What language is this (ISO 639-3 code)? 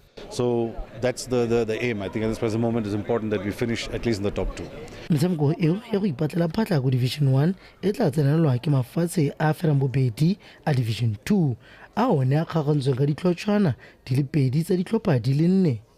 tsn